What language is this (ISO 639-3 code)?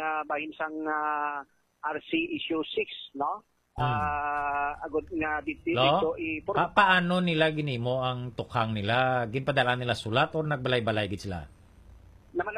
hil